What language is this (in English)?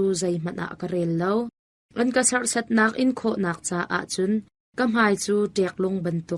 Hakha Chin